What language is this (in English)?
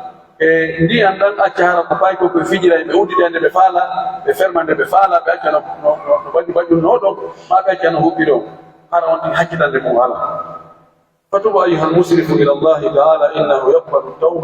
Pular